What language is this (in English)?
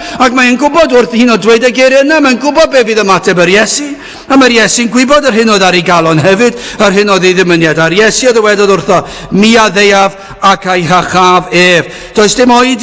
Welsh